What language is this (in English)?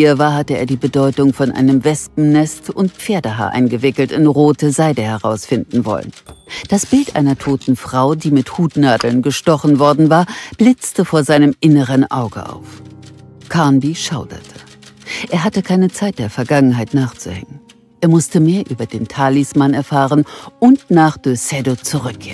German